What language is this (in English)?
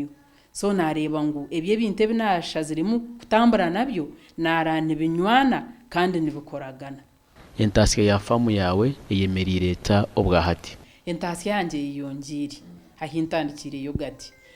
Nyankole